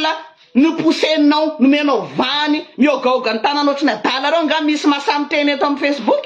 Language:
Malagasy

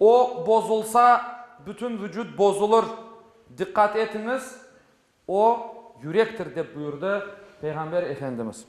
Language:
Crimean Tatar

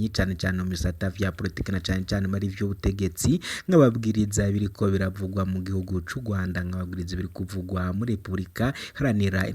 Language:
Rundi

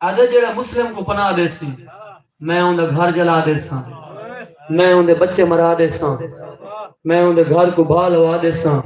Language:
Saraiki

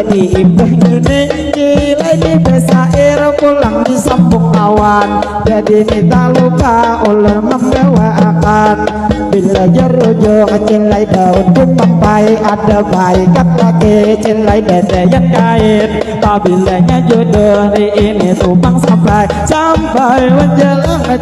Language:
Banjar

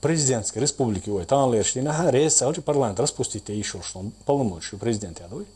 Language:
Chechen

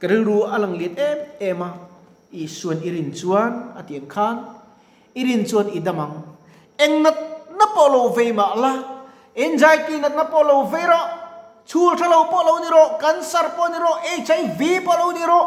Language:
Mizo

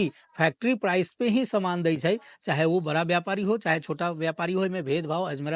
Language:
Maithili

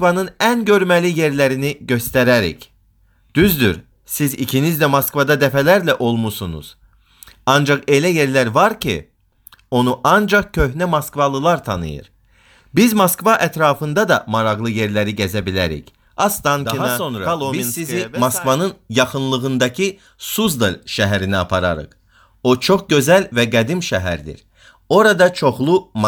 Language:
Azerbaijani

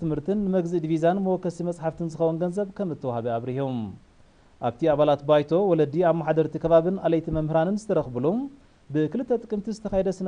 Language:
Tigrinya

